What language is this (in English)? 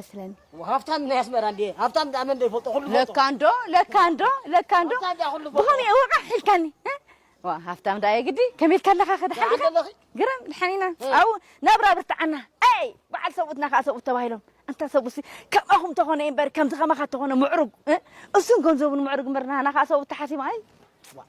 Tigrinya